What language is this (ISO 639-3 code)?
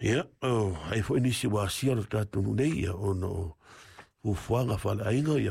smo